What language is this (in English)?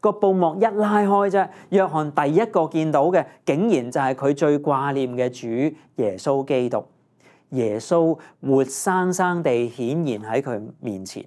Cantonese